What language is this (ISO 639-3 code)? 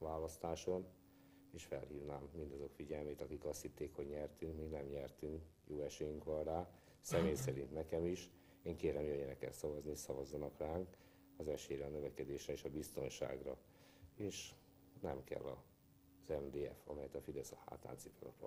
hun